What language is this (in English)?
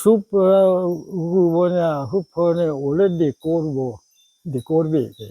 S'gaw Karen